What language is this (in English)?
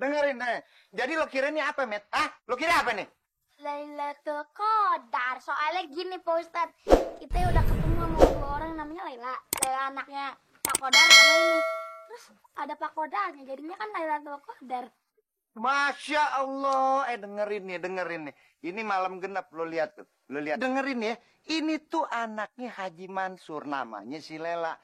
Betawi